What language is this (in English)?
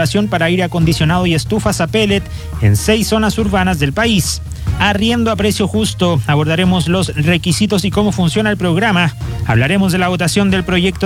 Spanish